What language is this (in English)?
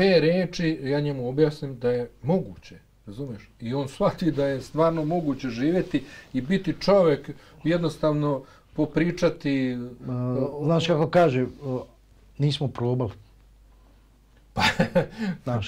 Bosnian